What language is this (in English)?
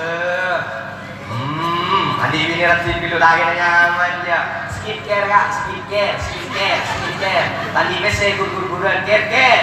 Madurese